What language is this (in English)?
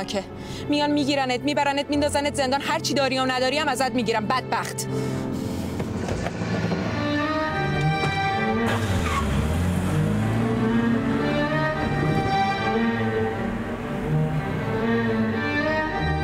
Persian